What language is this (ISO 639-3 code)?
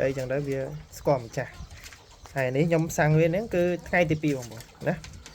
khm